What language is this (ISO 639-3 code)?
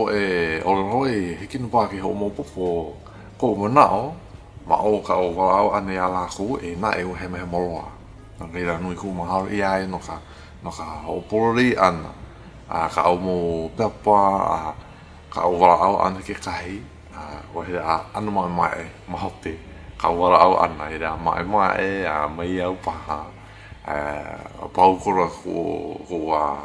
haw